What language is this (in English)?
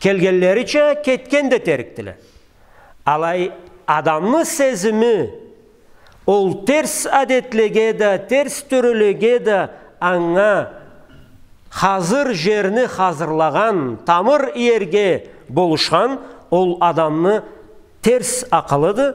Karachay-Balkar